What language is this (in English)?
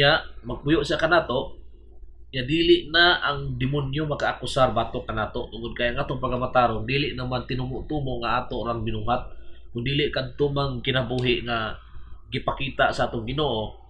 Cebuano